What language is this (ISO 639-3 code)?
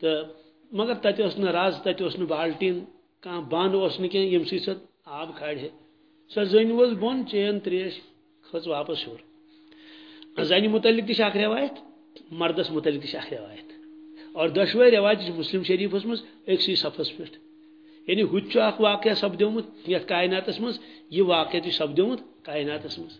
kas